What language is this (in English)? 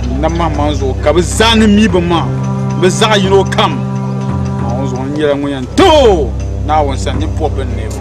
Dagbani